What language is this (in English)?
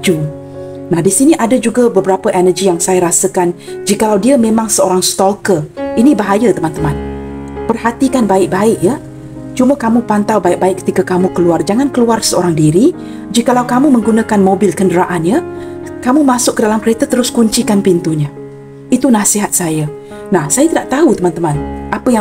Malay